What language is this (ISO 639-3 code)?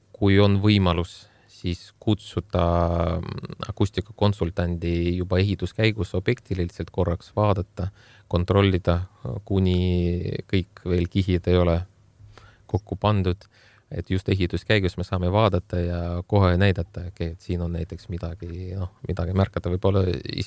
est